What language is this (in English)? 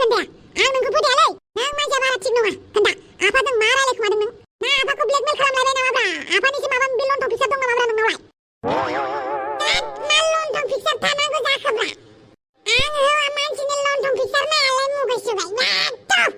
Bodo